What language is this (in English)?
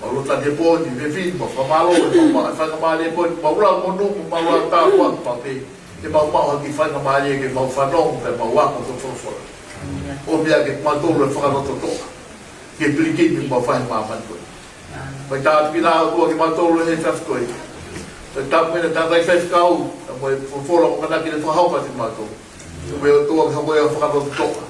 Tongan